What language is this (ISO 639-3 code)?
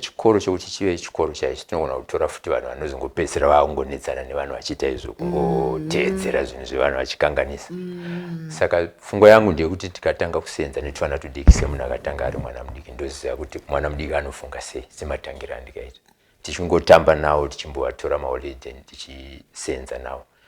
sna